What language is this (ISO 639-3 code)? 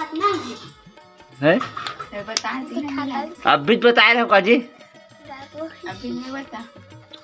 hne